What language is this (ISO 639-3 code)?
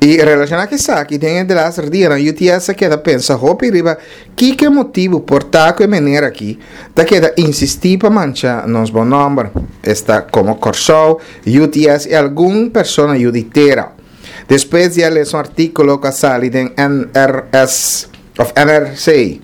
pap